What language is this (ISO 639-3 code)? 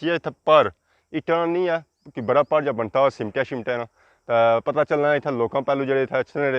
phr